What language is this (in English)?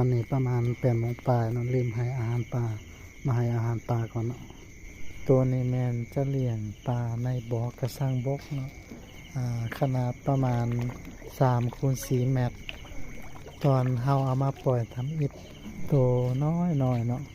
Lao